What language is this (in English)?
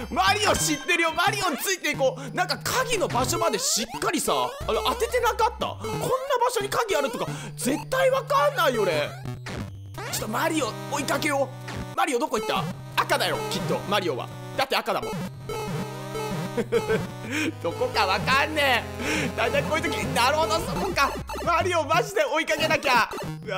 Japanese